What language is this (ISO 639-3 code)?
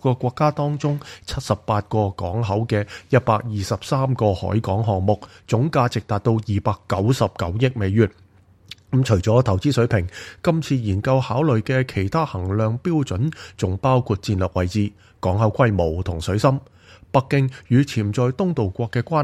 yue